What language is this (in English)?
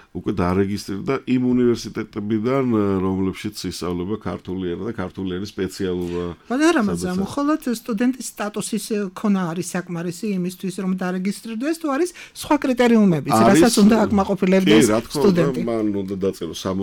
Georgian